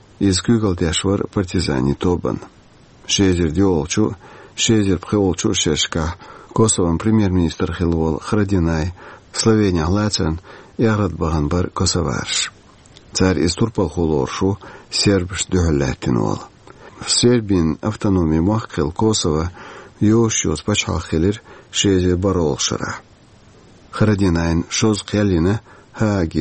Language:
Chechen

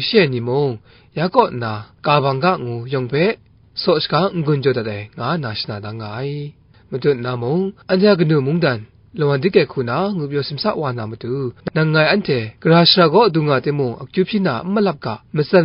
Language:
Kachin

